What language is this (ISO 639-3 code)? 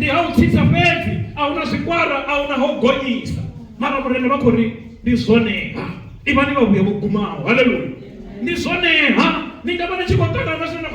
ven